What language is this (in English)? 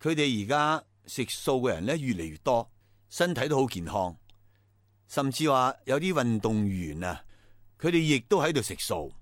Cantonese